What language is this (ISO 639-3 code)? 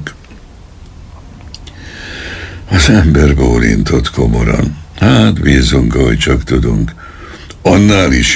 hun